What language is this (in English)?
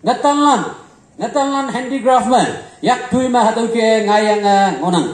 Konyak Naga